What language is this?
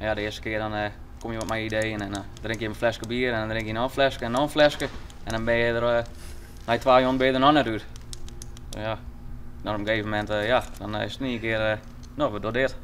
Western Frisian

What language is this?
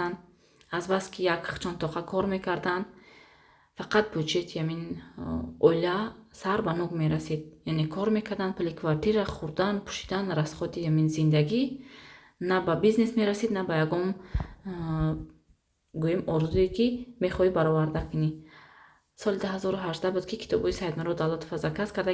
Tajik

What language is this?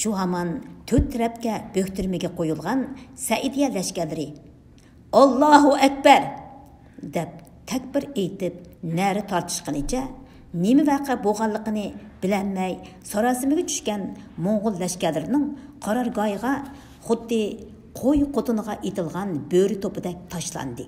Uyghur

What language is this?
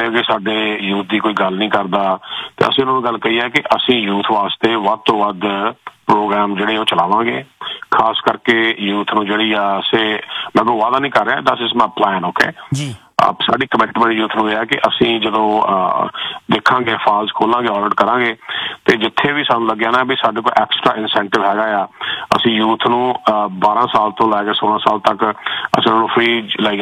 Punjabi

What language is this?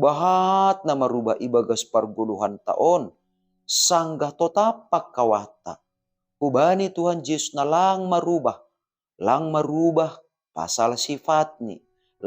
Batak Simalungun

